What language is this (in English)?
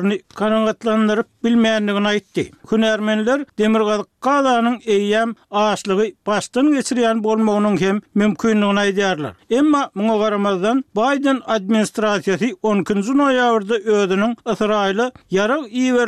Turkmen